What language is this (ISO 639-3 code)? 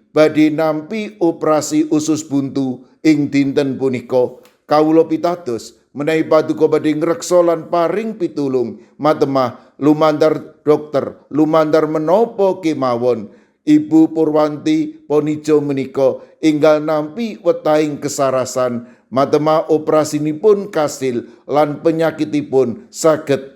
jav